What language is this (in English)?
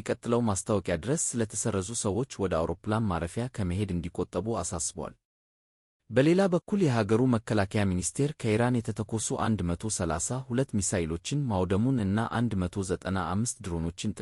Amharic